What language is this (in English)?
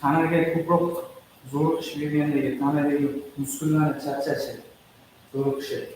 Kara-Kalpak